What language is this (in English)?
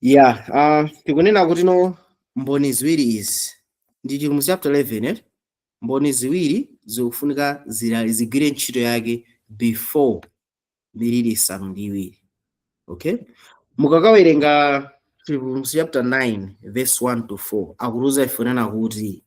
Nyanja